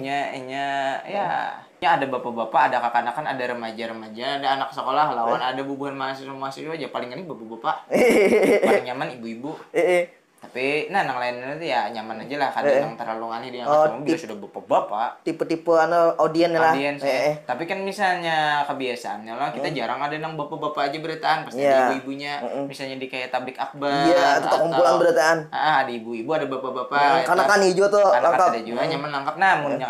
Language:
Banjar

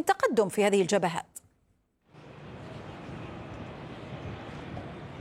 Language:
Arabic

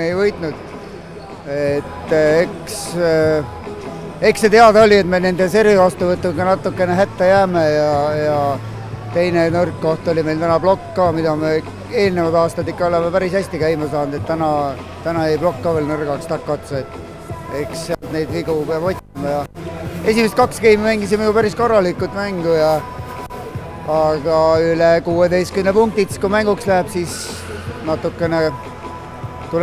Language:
Estonian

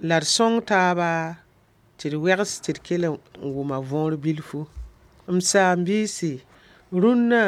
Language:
Mossi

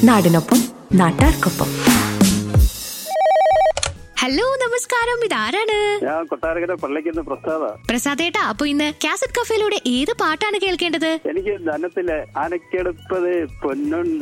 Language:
Malayalam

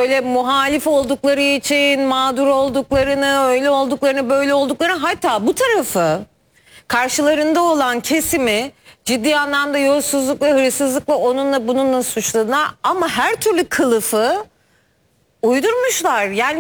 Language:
Turkish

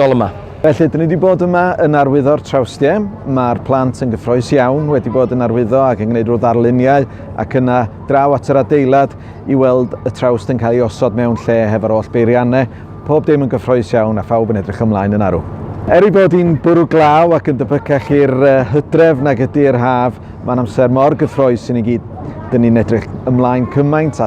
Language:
Welsh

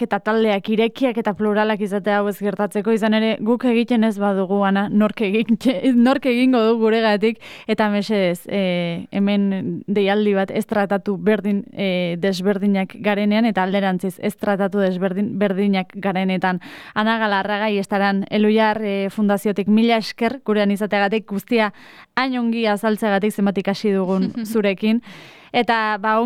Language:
Basque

